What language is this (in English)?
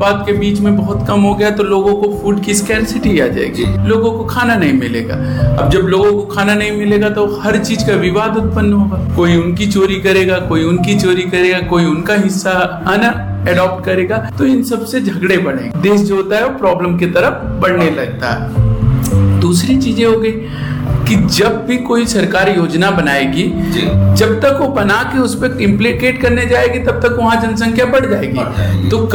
Hindi